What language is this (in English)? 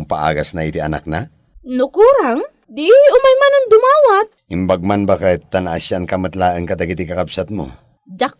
Iloko